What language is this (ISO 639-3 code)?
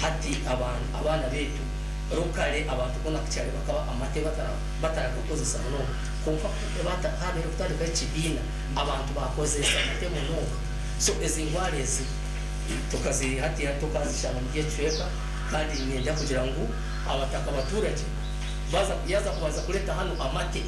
nyn